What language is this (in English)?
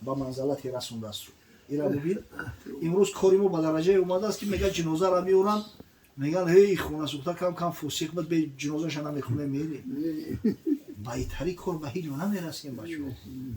Tajik